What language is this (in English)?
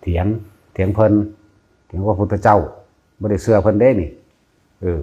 Northeastern Thai